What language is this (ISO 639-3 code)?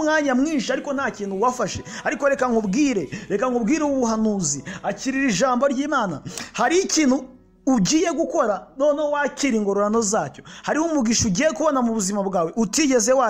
kin